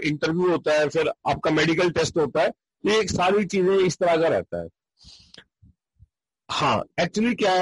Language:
Hindi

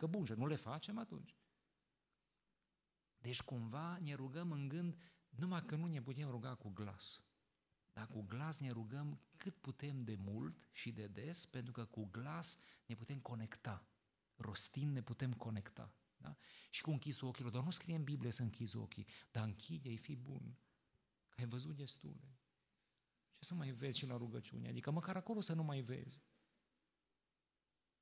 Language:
Romanian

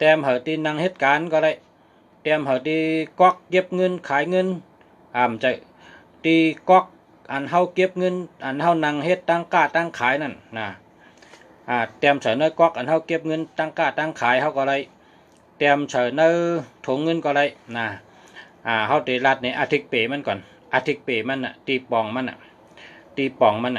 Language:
Shan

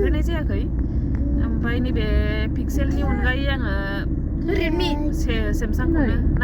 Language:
Bodo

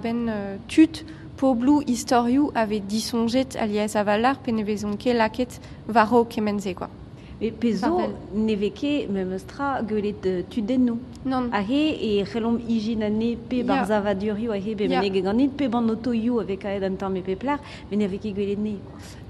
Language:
Breton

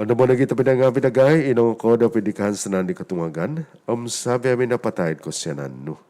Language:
Central Dusun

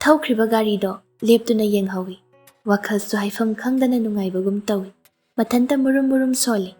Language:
Manipuri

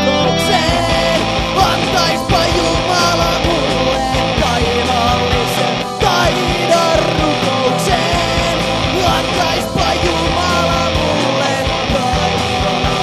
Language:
Finnish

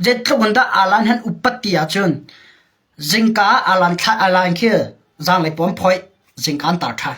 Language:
Hakha Chin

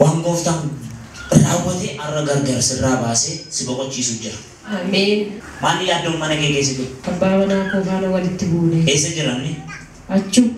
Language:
Oromo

